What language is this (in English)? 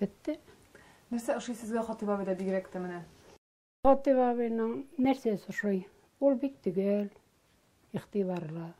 Tatar